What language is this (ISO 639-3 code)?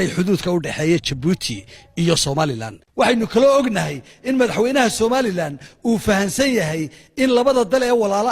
som